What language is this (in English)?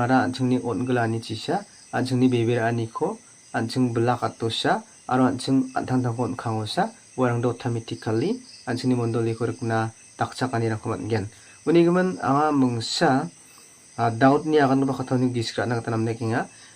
Garo